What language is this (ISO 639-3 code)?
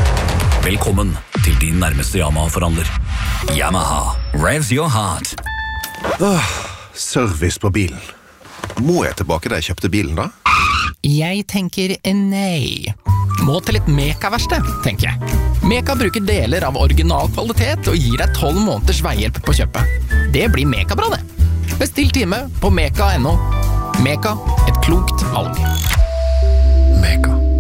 nor